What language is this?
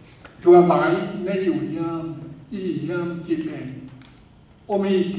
Tedim Chin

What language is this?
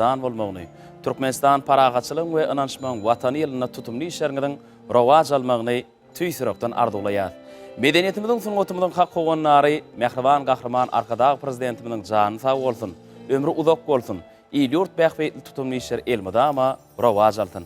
Turkmen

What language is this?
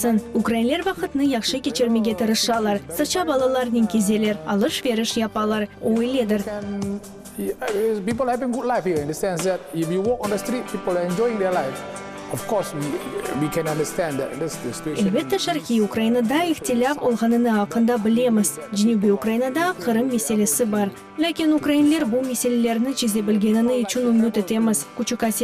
Crimean Tatar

